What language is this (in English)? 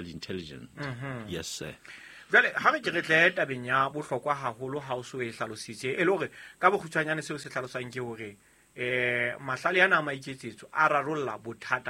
Southern Sotho